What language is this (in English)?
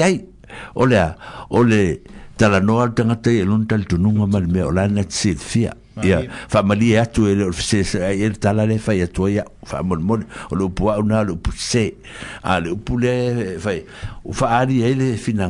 Samoan